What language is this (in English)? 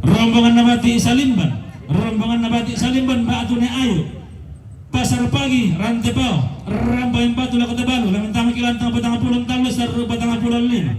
Toraja-Sa'dan